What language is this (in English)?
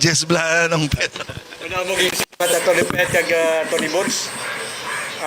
Hiligaynon